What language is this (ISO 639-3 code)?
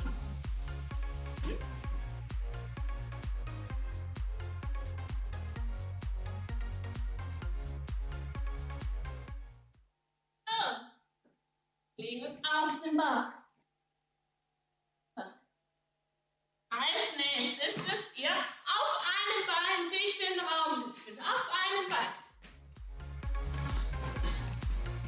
deu